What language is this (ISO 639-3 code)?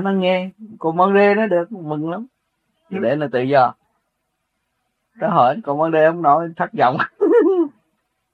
vie